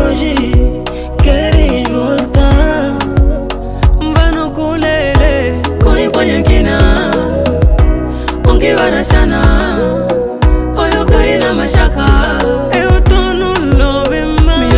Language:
Swahili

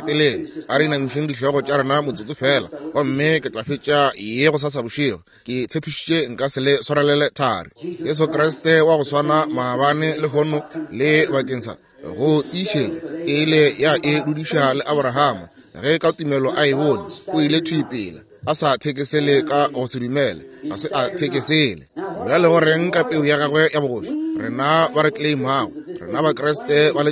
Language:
Northern Sotho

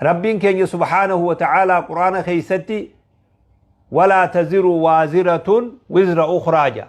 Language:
Oromo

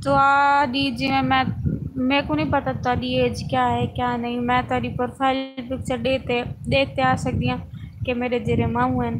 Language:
Saraiki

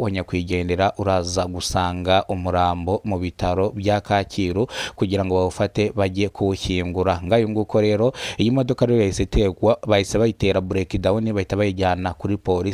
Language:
Kinyarwanda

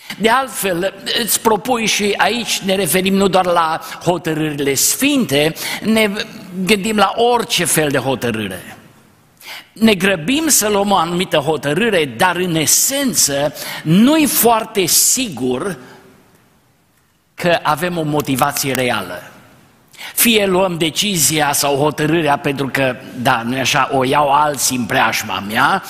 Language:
Romanian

